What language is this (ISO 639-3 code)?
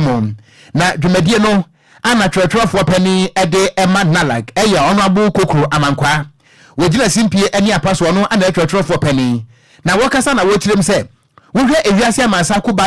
aka